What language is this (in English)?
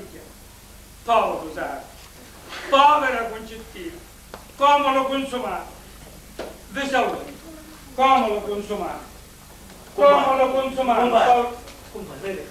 Sicilian